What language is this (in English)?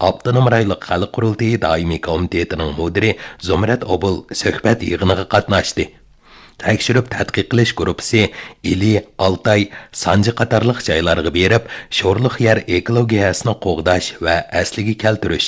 Uyghur